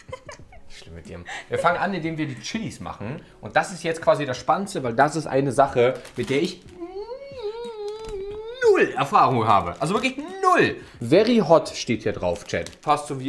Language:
German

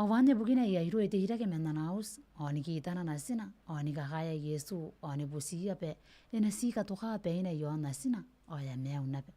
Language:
Gilbertese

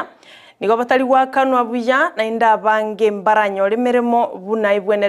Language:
Gusii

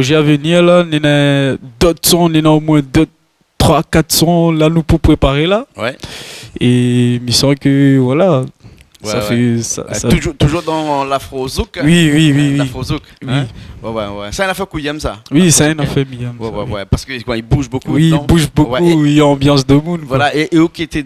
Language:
Réunion Creole French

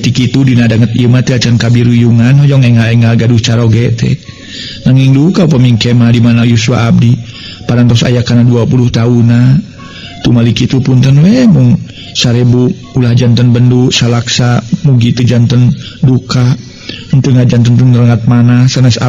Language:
Sundanese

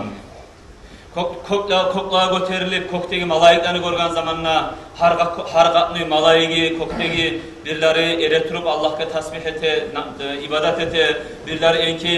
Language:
Kumyk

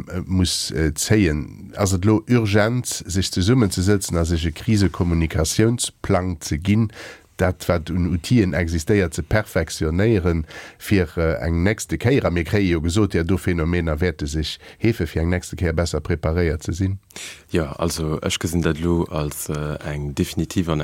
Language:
Luxembourgish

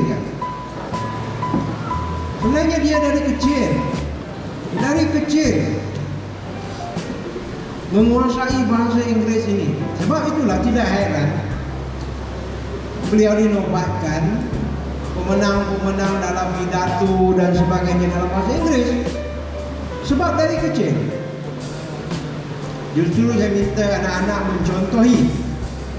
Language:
Malay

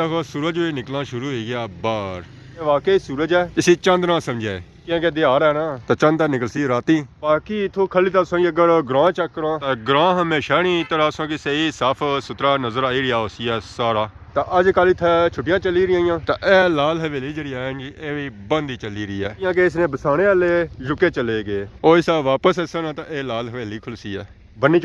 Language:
Pahari-Potwari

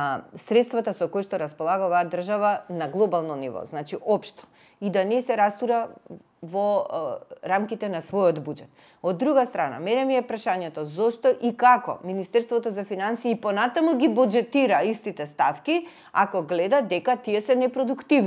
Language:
Macedonian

